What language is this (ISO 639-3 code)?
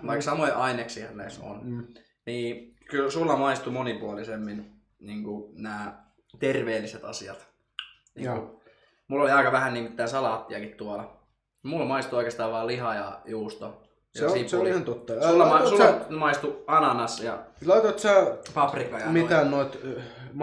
fin